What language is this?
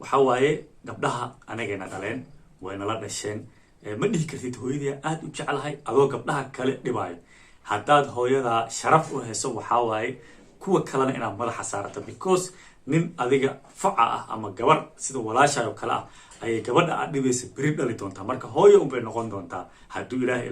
Somali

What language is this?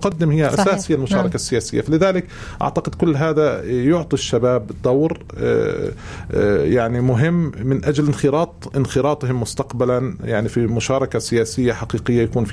North Levantine Arabic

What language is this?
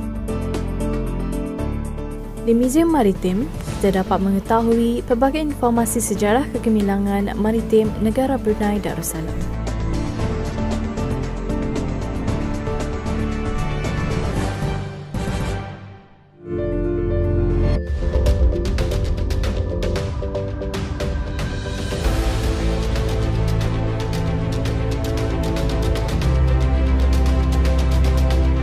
Malay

